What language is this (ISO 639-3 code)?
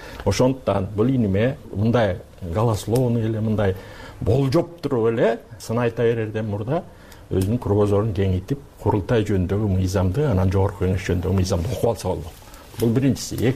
kir